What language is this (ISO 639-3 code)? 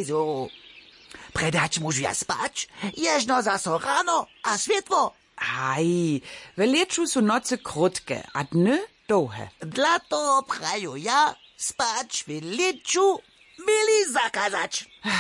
hsb